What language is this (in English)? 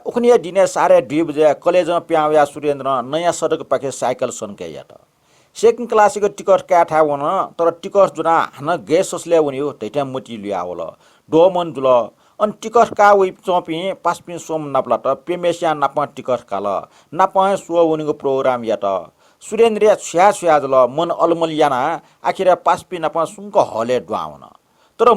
Newari